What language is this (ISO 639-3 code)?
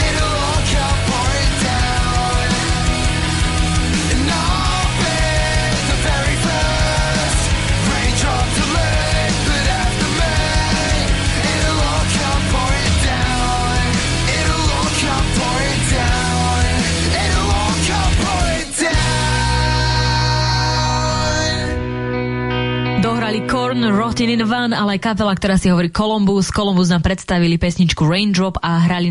slk